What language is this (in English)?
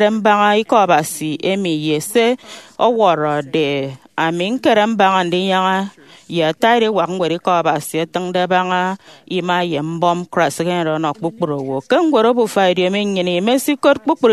Efik